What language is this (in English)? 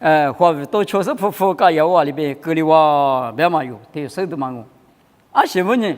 Lisu